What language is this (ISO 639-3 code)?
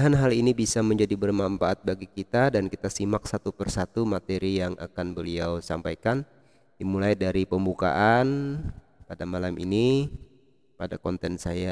ind